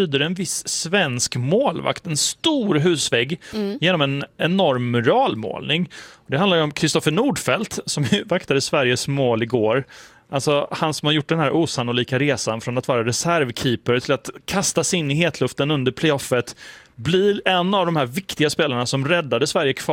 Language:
Swedish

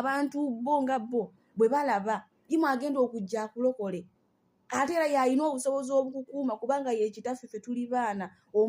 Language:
Ganda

